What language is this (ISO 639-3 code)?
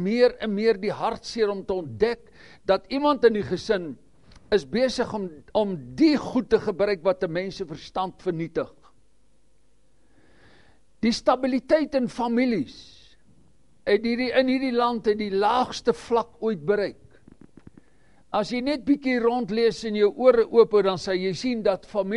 afr